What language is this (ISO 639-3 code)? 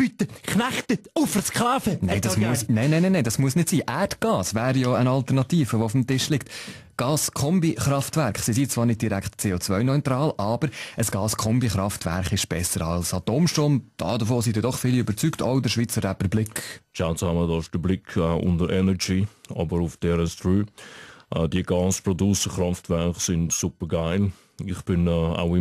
gsw